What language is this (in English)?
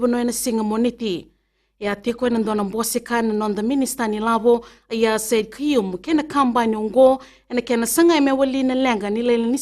Fijian